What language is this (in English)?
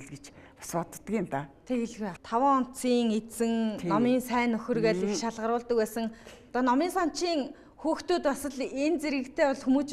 Mongolian